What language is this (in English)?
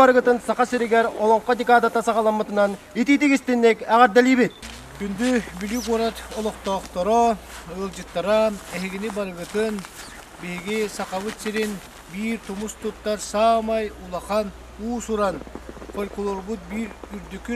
Yakut